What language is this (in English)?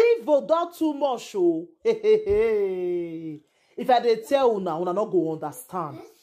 Nigerian Pidgin